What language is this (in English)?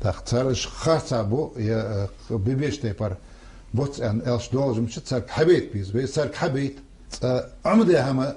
Ingush